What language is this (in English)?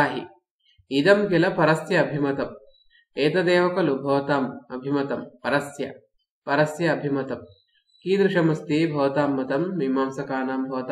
Sanskrit